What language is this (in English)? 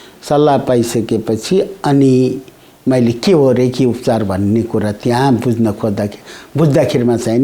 Nepali